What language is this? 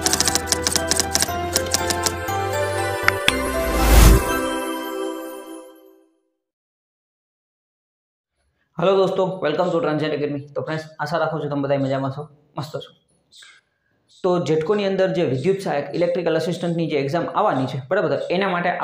Gujarati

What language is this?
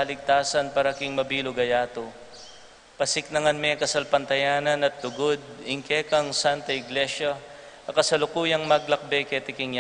Pampanga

